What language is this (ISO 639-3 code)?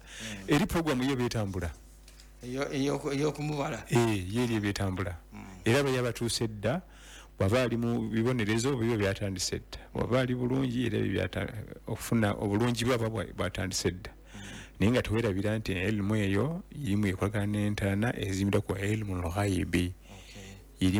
lug